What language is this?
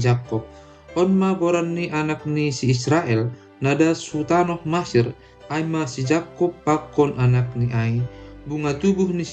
Batak Simalungun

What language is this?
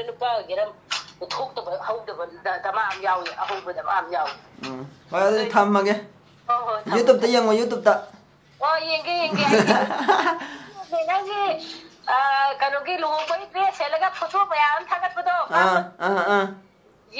Manipuri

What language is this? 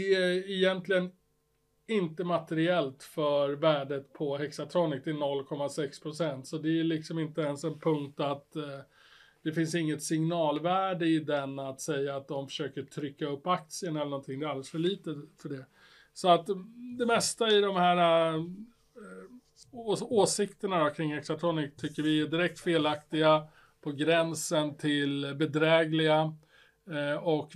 Swedish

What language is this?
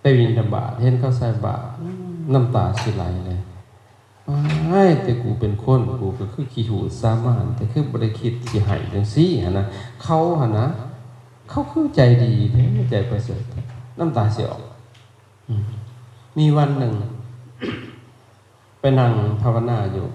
Lao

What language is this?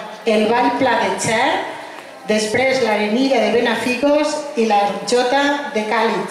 Catalan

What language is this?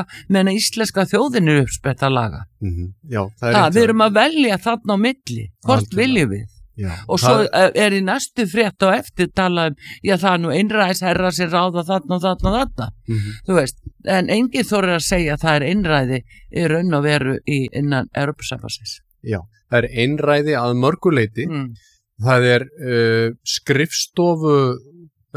Icelandic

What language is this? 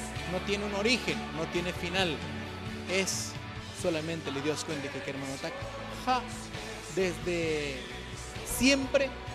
Tzotzil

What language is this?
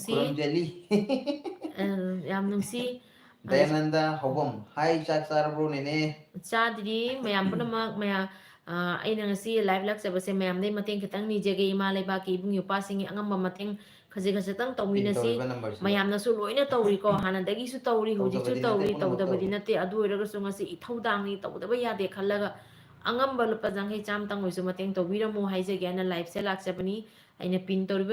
Manipuri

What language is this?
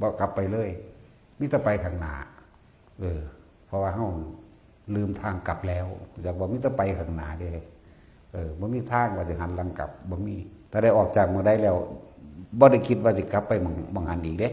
Northeastern Thai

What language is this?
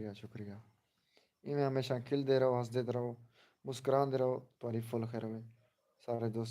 Saraiki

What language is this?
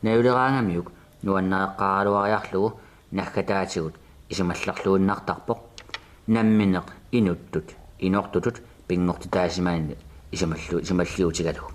Kalaallisut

